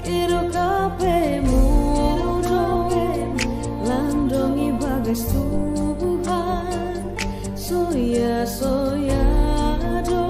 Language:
Batak Simalungun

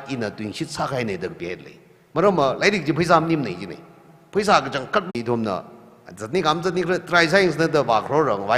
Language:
Tangkhul Naga (India)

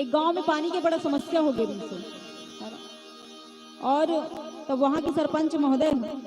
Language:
Chhattisgarhi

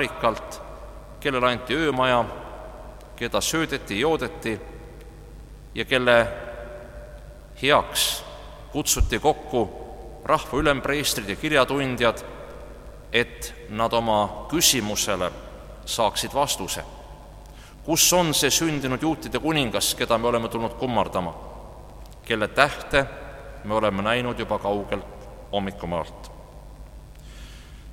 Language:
Estonian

